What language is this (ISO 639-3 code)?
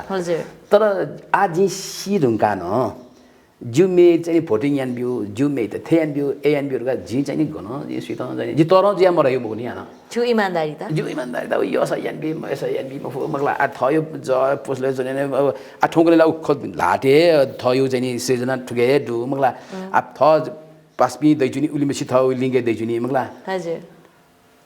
new